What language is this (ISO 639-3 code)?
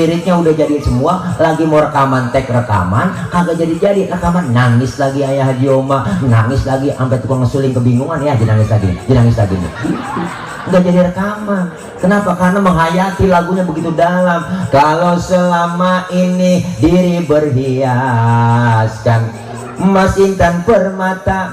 bew